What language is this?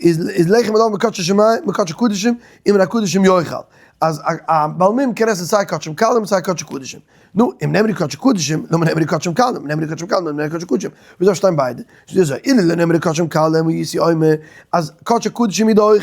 Yiddish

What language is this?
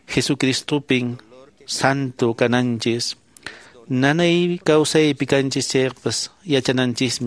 Quechua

